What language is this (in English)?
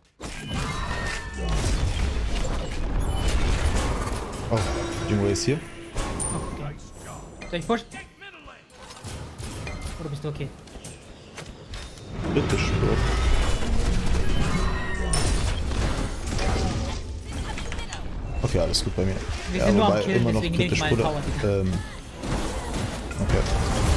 German